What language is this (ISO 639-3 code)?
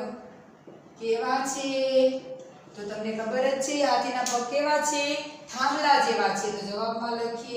guj